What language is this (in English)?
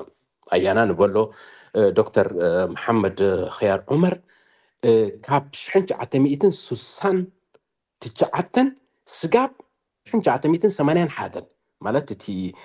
Tigrinya